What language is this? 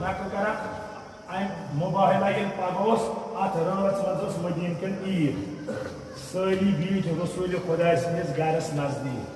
Kashmiri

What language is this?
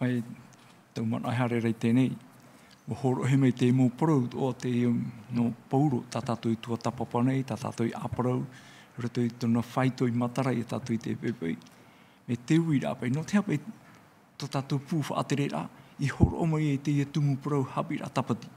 Tahitian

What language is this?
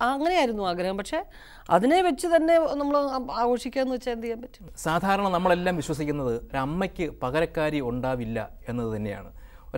Malayalam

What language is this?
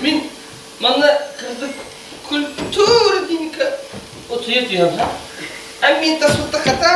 Yakut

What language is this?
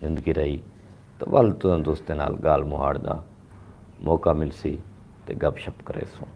Saraiki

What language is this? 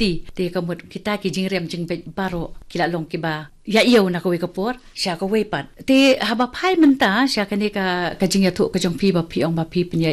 Khasi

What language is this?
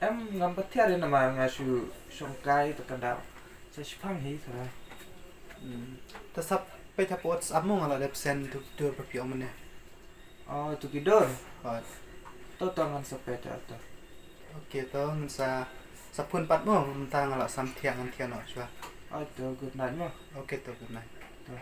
Khasi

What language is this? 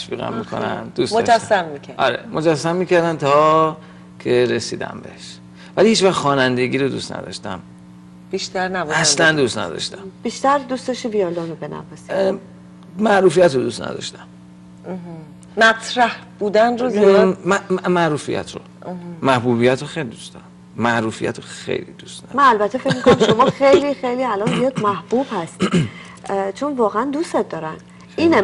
Persian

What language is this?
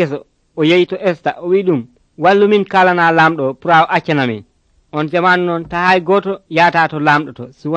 Nigerian Fulfulde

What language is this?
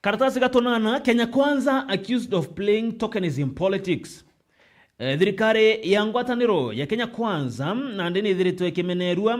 Meru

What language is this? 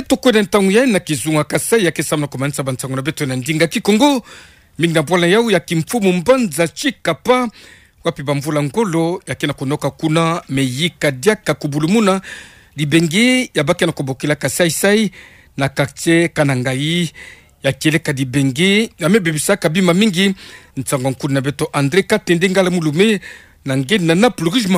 Kituba (Democratic Republic of Congo)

